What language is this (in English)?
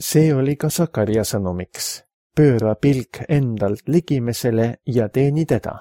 Estonian